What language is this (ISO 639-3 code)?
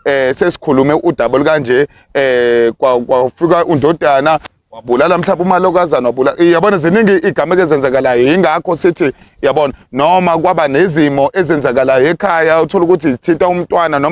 zul